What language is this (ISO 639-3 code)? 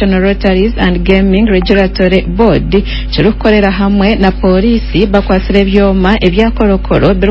nyn